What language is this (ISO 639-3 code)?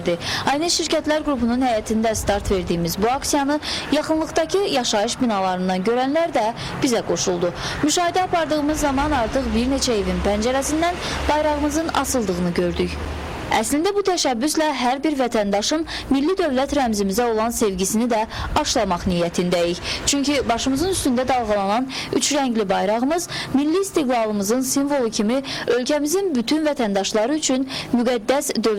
aze